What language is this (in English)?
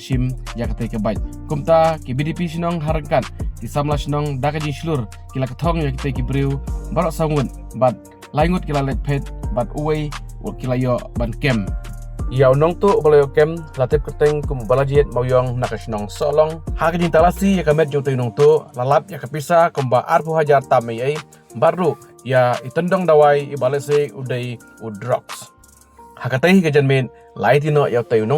Khasi